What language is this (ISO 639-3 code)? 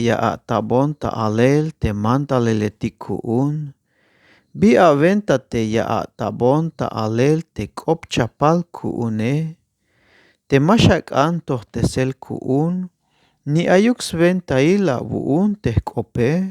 tzh